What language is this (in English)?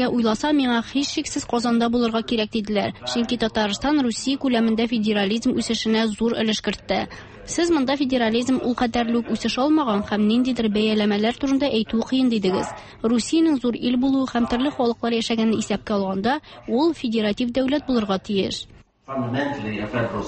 Tatar